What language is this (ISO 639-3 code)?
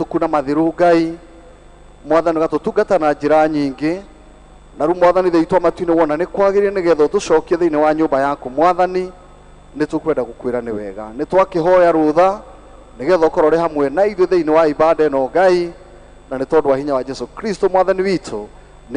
kik